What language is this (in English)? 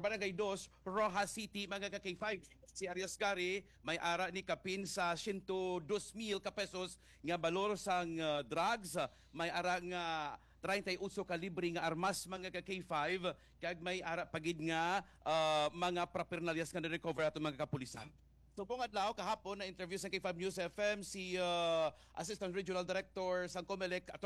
Hiligaynon